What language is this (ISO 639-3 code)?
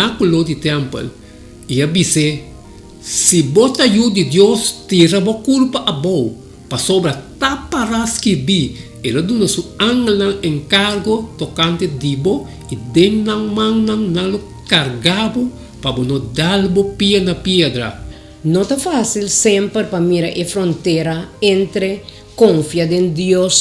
pap